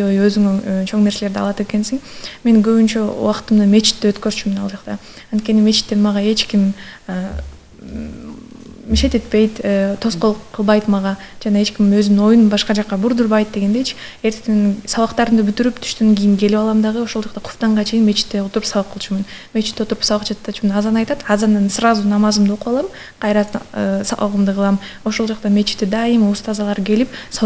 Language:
Kyrgyz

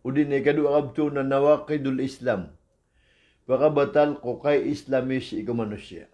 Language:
Maranao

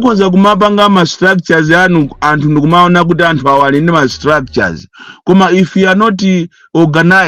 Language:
Nyanja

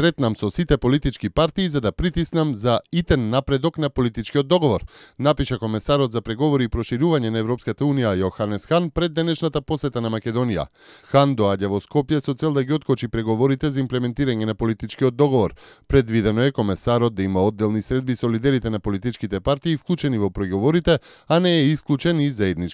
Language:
Macedonian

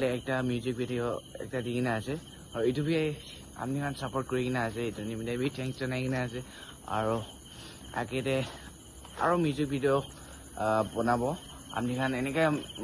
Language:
Naga Pidgin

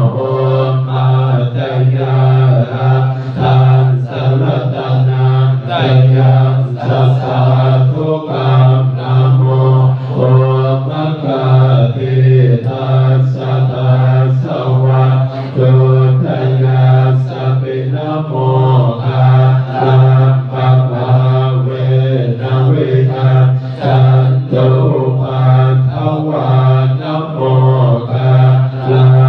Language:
Pali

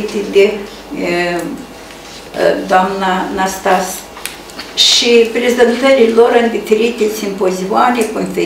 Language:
Romanian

